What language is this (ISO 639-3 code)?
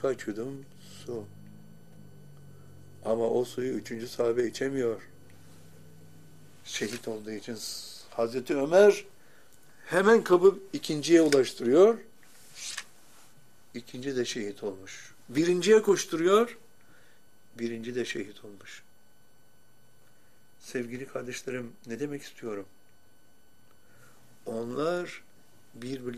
tur